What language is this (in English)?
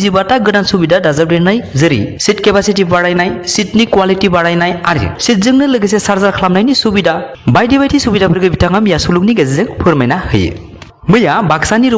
Bodo